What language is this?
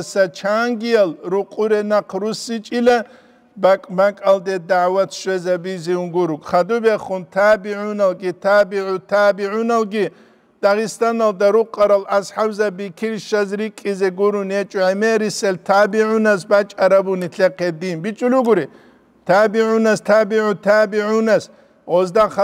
Avaric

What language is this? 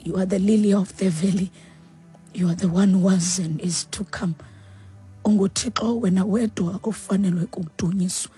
Xhosa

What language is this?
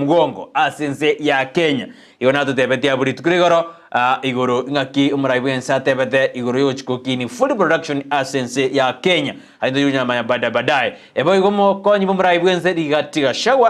Gusii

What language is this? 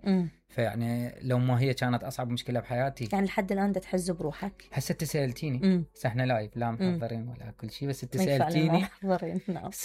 Mesopotamian Arabic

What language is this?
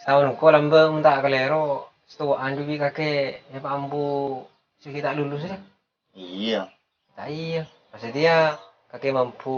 Madurese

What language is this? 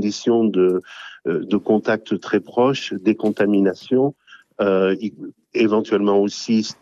French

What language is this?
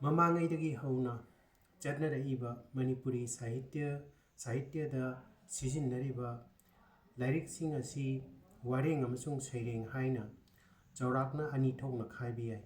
Manipuri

